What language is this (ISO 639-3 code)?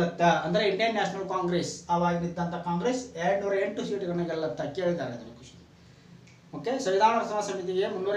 kan